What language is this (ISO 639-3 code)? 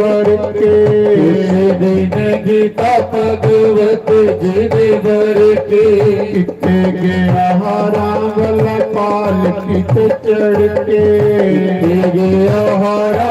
doi